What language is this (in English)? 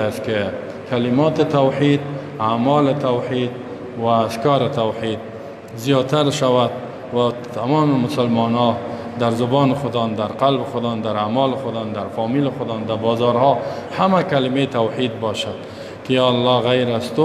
Persian